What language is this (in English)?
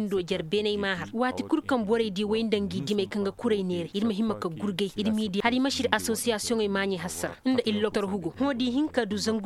Koyraboro Senni